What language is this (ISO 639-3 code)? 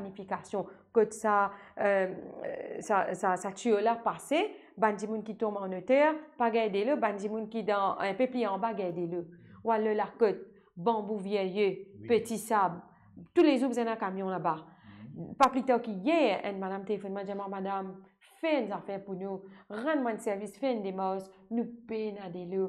mfe